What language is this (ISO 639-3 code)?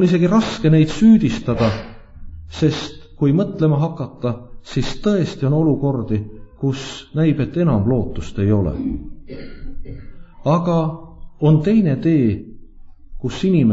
est